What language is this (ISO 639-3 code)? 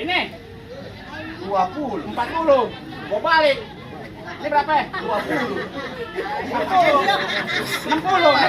bew